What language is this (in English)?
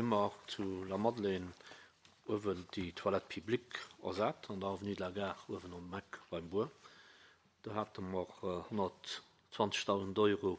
Luxembourgish